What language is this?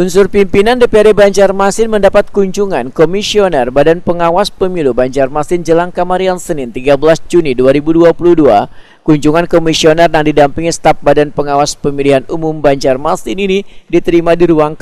Banjar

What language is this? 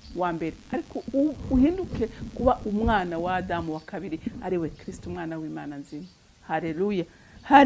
Rundi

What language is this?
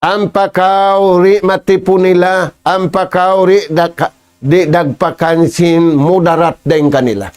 Tausug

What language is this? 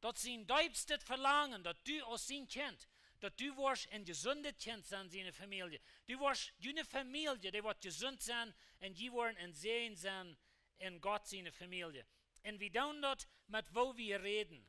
Plautdietsch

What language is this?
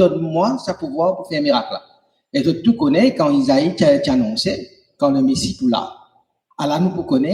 Morisyen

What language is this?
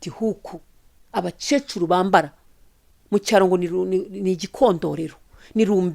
Kinyarwanda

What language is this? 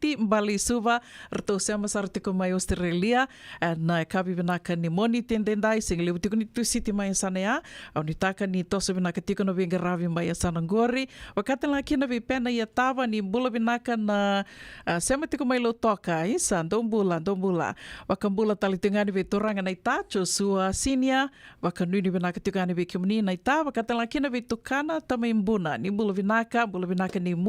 Fijian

